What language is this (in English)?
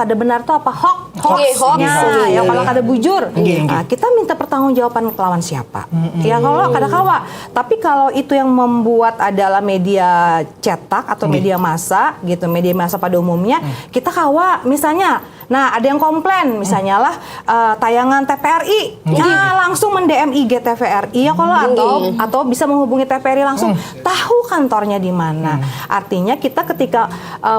Banjar